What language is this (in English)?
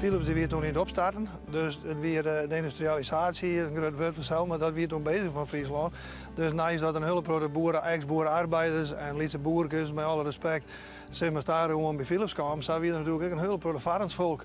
Western Frisian